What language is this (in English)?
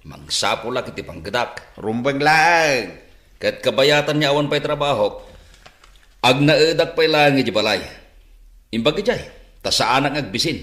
Iloko